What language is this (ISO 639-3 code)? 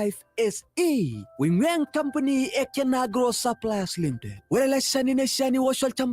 mas